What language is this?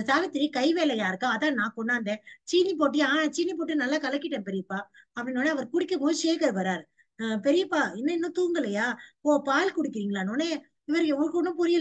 Tamil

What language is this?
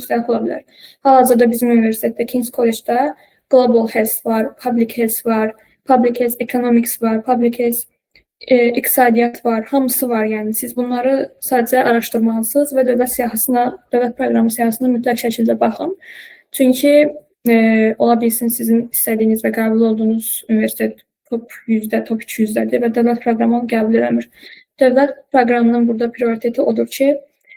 Azerbaijani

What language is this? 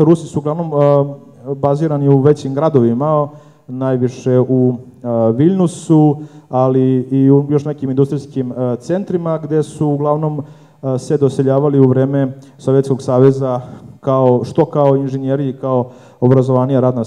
Serbian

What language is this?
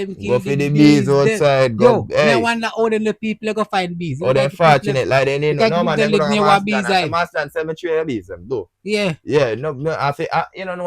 Jamaican Creole English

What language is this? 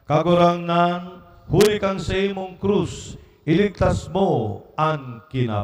Bikol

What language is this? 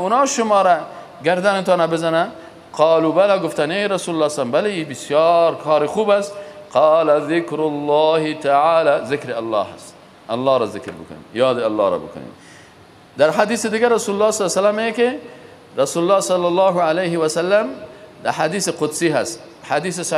Persian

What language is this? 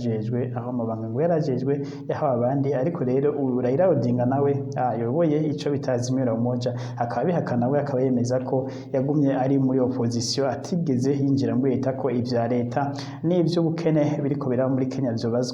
Rundi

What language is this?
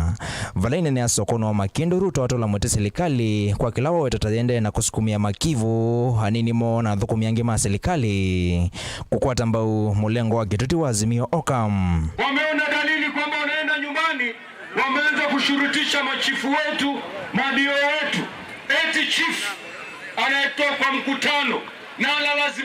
Kamba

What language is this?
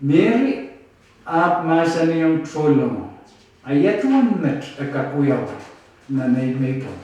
Pohnpeian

